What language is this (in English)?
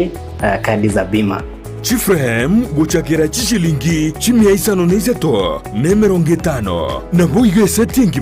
Gusii